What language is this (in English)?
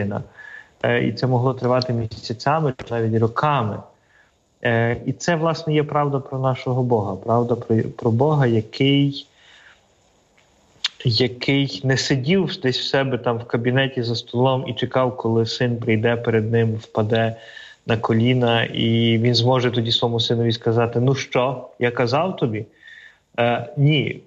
Ukrainian